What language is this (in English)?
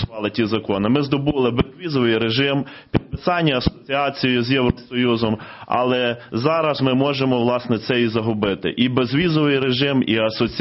Ukrainian